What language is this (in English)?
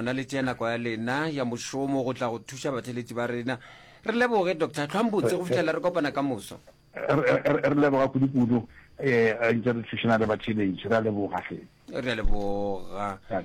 Northern Sotho